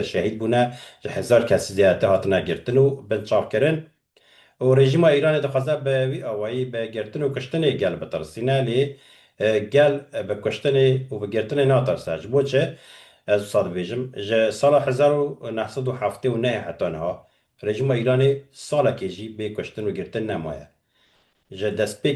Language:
Kurdish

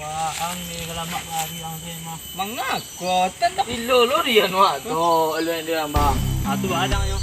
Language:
Minangkabau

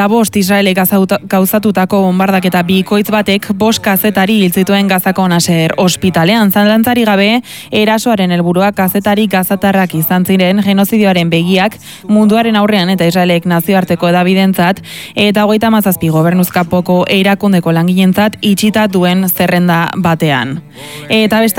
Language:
Basque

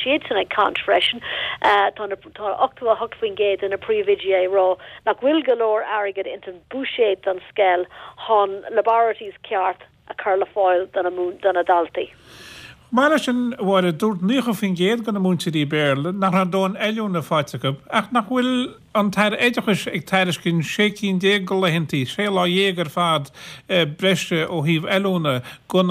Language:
Irish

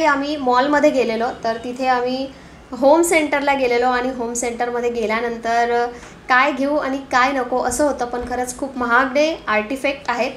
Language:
Marathi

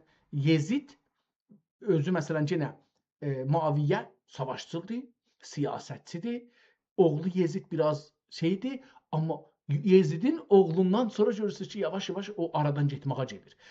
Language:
South Azerbaijani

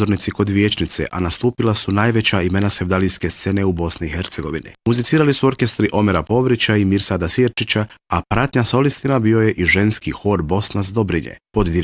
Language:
Bosnian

